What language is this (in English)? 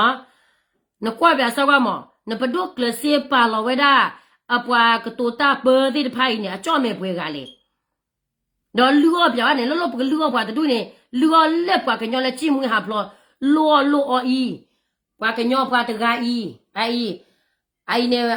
S'gaw Karen